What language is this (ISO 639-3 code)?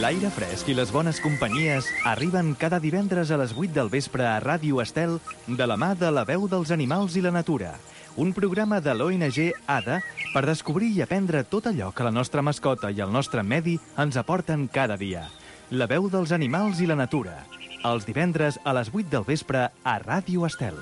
cat